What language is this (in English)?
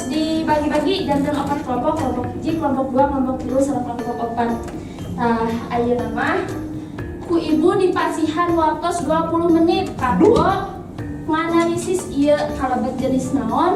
Sundanese